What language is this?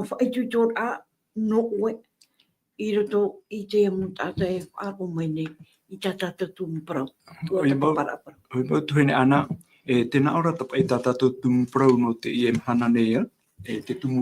Tahitian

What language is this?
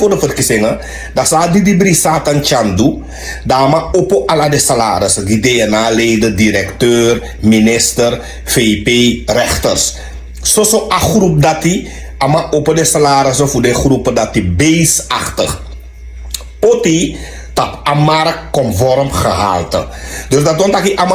Sranan Tongo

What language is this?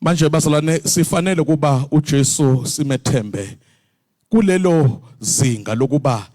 Zulu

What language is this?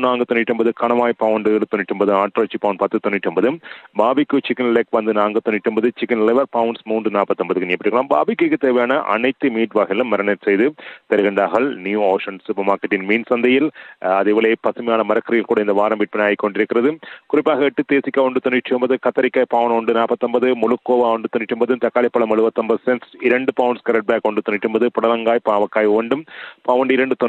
Tamil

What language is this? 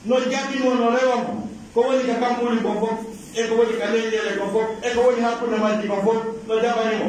Pular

